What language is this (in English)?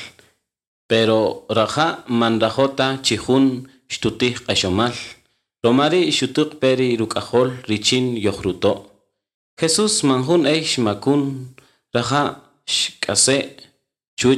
Kaqchikel